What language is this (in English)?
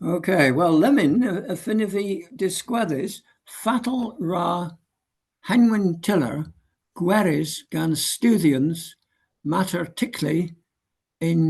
Cornish